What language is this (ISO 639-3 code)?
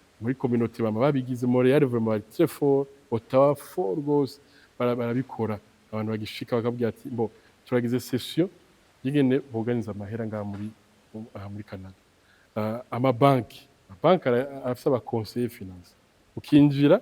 run